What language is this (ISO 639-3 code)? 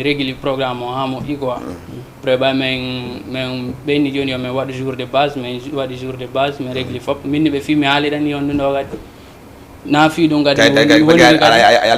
ful